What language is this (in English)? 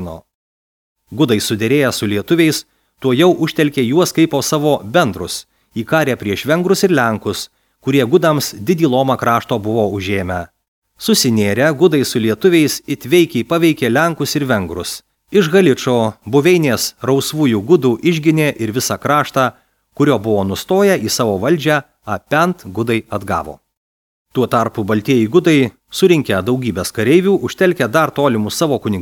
Lithuanian